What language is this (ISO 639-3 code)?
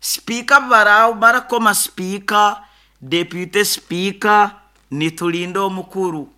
nyo